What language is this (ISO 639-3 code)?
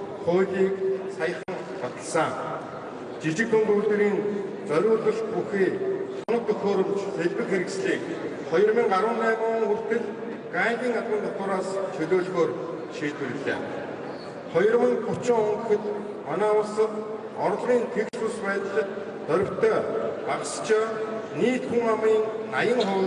mon